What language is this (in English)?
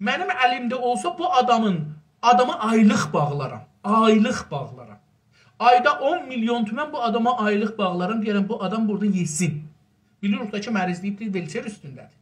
South Azerbaijani